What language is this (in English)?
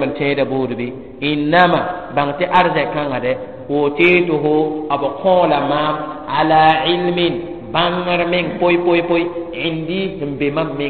Mossi